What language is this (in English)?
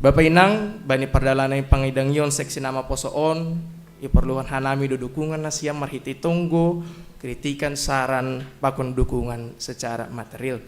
Batak Simalungun